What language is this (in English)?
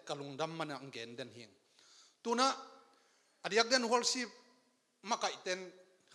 Tedim Chin